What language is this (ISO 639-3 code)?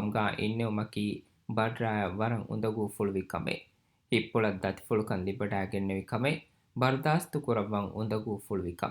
div